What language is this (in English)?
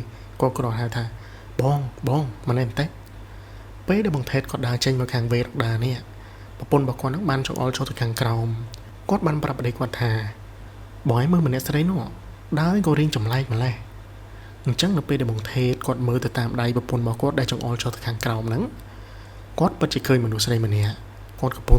Khmer